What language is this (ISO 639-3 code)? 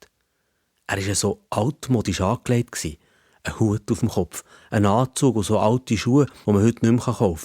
gsw